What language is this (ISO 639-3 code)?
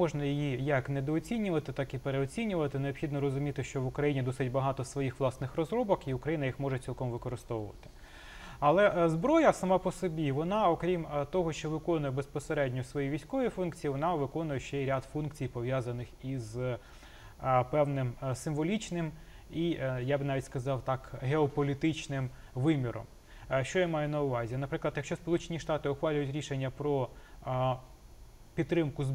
ukr